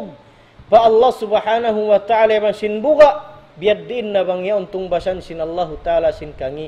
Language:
Tausug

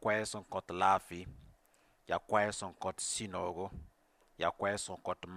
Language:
Mossi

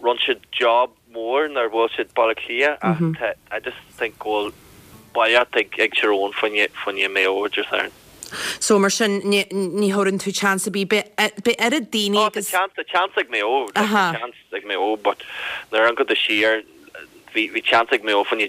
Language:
Irish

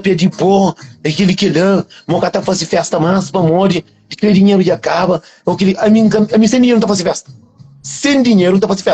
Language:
Kabuverdianu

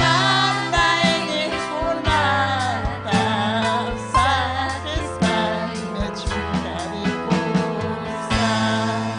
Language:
Ayacucho Quechua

